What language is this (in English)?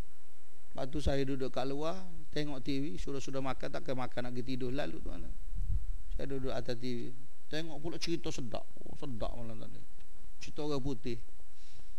Malay